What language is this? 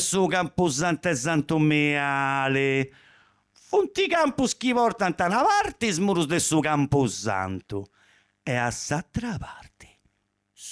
Sardinian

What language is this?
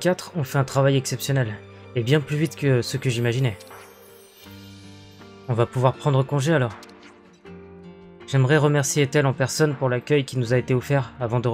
French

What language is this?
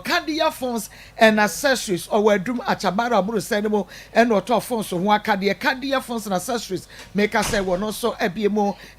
Akan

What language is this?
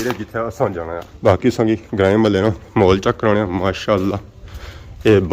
Pahari-Potwari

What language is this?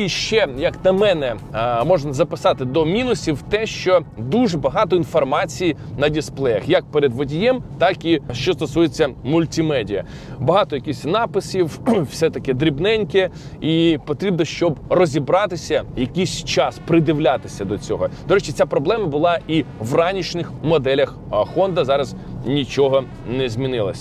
Ukrainian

